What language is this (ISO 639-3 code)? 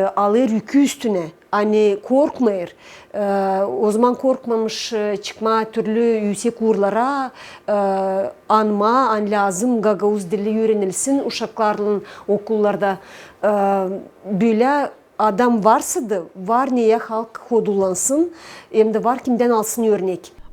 gag